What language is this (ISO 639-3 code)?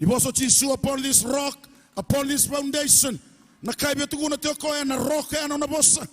fij